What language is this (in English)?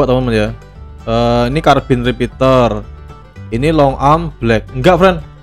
Indonesian